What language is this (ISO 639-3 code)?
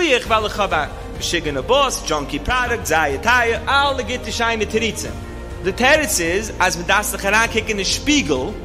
yid